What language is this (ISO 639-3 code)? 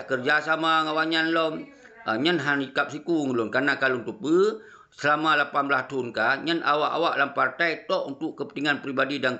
ace